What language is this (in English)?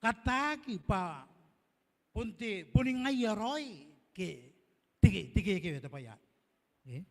Gilbertese